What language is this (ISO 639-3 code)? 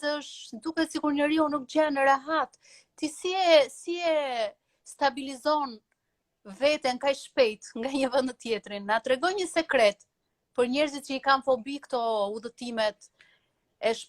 sqi